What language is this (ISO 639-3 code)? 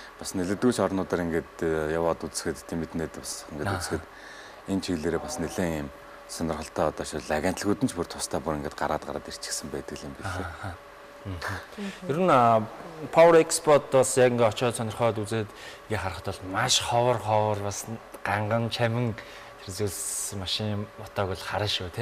mon